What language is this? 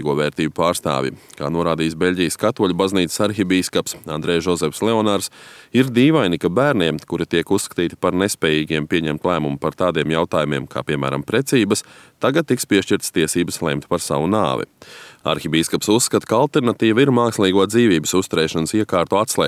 Latvian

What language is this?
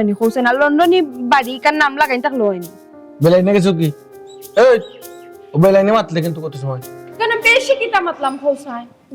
Sylheti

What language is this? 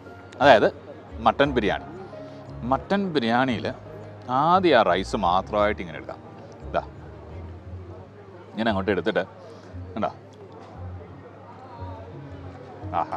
Malayalam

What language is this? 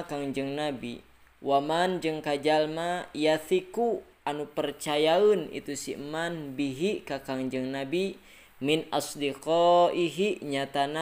Sundanese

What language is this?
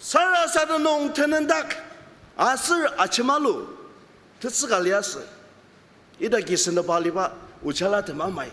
Ao Naga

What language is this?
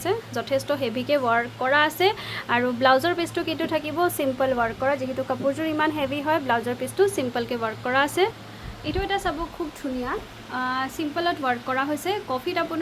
Assamese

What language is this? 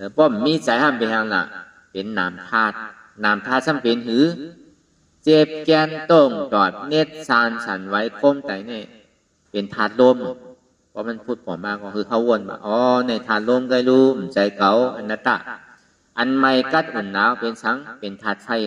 Shan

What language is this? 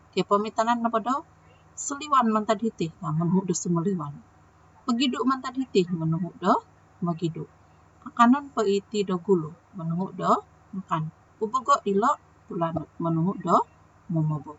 Central Dusun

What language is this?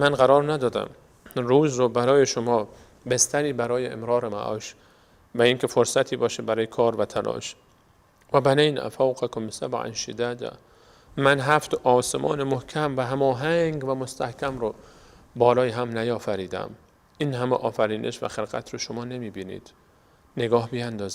Persian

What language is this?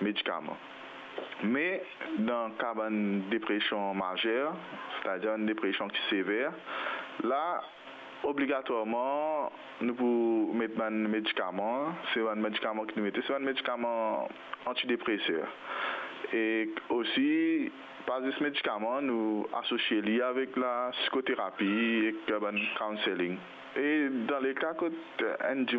Morisyen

